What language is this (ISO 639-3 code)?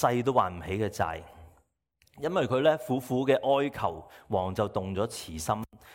yue